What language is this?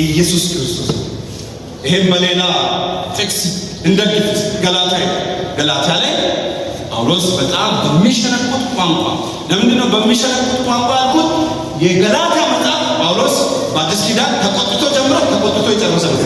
Amharic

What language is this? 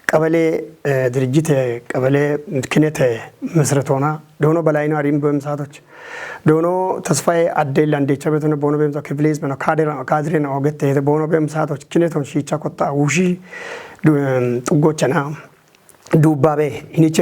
Kafa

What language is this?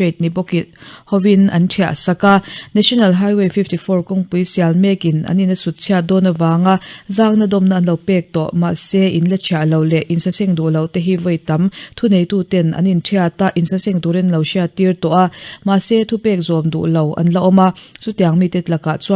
Mizo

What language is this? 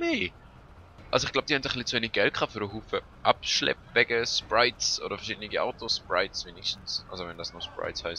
Swiss German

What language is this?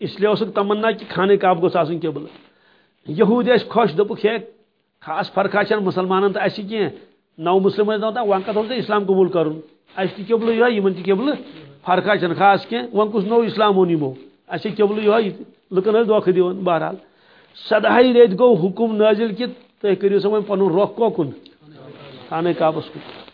Kashmiri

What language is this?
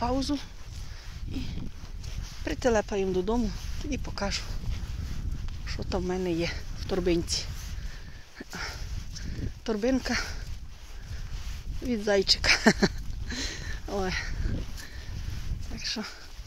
Ukrainian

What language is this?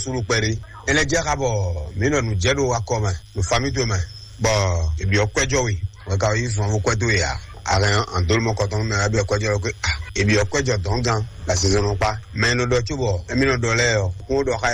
Fon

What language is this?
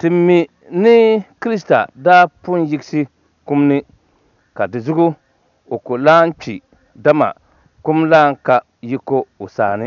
Dagbani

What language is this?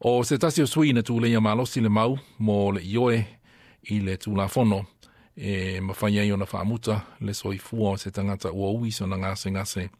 Samoan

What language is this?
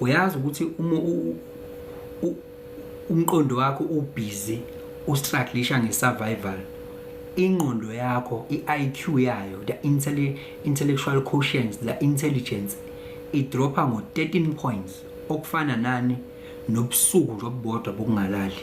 Zulu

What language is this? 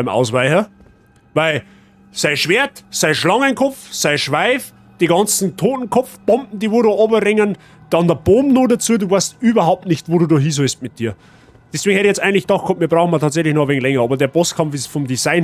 Bavarian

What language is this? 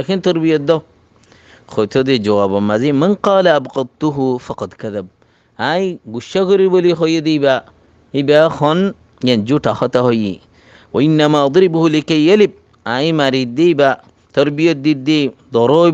Rohingya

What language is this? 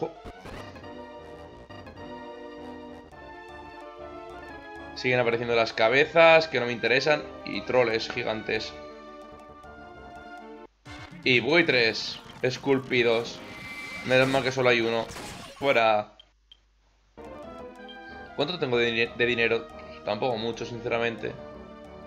Spanish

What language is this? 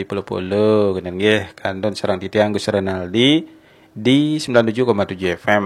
Balinese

